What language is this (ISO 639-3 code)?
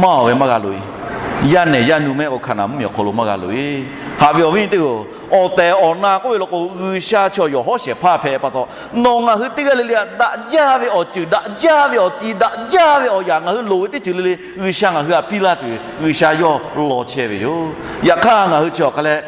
lhu